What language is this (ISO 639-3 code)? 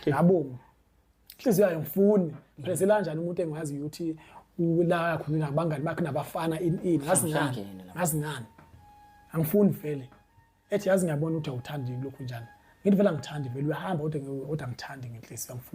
zul